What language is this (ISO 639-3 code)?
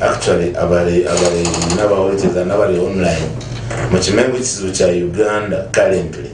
nyn